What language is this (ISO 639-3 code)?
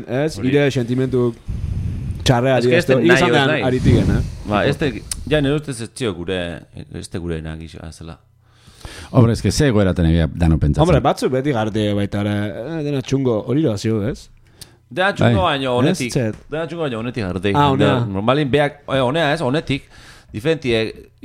eus